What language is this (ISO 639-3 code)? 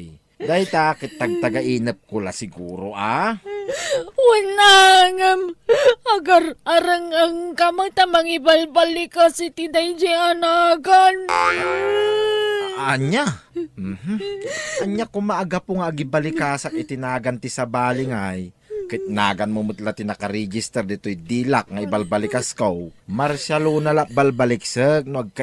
ilo